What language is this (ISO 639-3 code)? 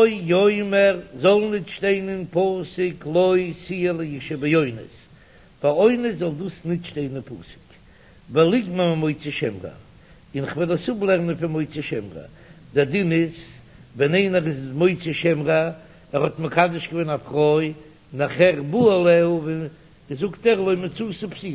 yid